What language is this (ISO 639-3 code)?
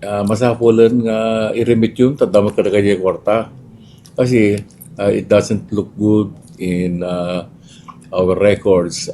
ilo